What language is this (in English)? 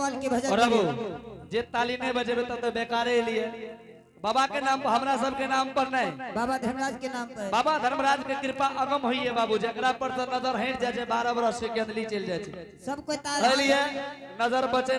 Angika